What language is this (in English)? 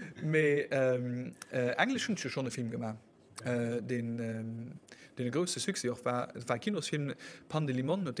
Luxembourgish